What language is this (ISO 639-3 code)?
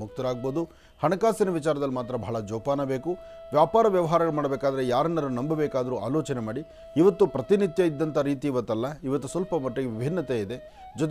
kan